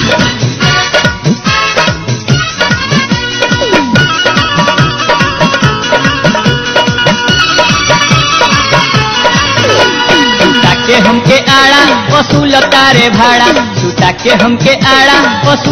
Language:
Bhojpuri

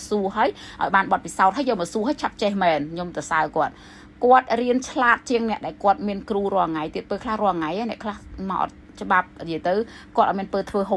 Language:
Khmer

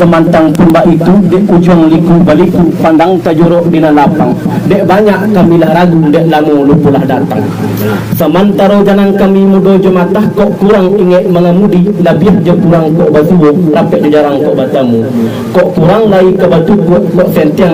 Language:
Minangkabau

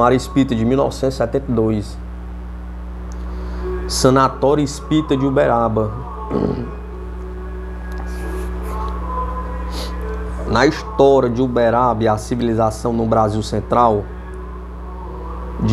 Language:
Portuguese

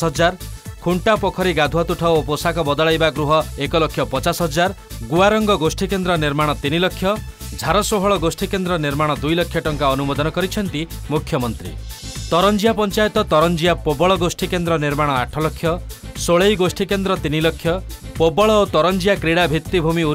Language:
Odia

